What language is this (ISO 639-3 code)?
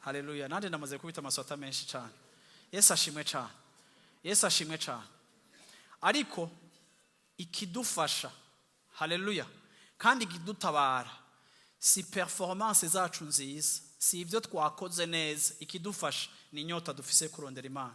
run